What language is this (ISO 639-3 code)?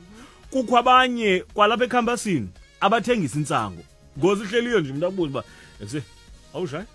xho